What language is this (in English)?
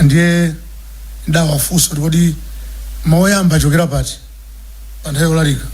Nyanja